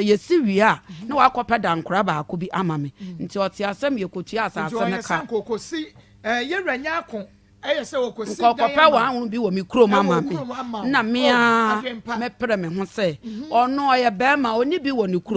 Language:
Akan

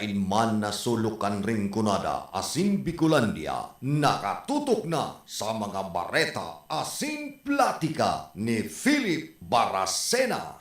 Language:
Bikol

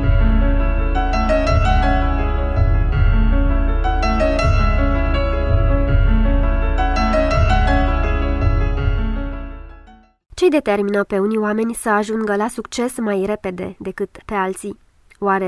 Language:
Romanian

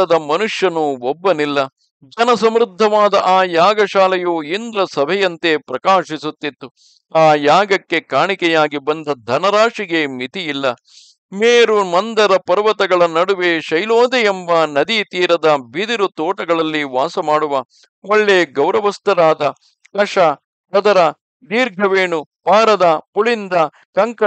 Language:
Kannada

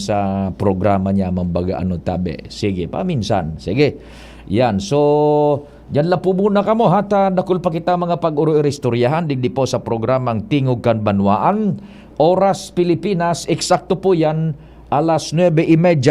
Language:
Bikol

